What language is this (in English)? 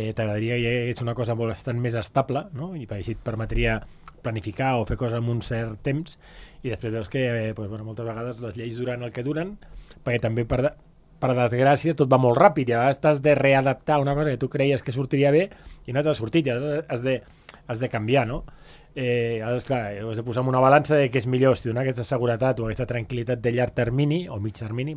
Catalan